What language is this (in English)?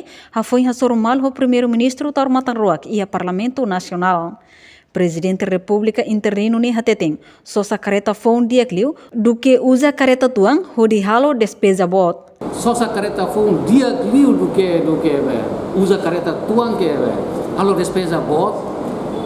Tetum